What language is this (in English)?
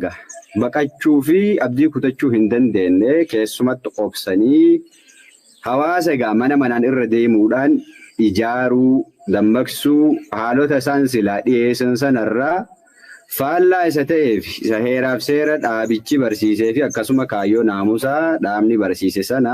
Oromo